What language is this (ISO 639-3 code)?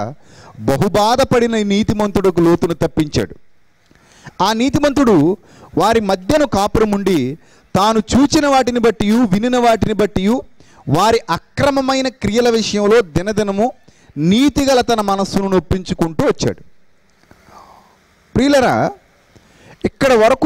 tel